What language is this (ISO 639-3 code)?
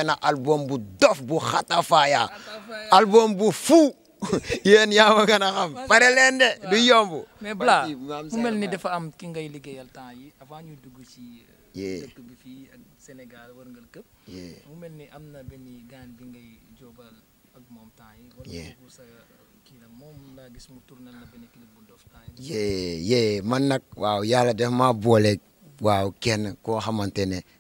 wol